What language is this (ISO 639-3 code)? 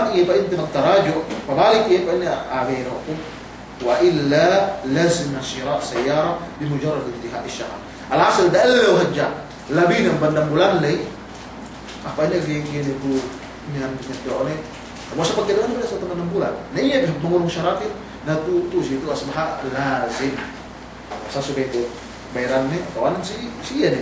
yka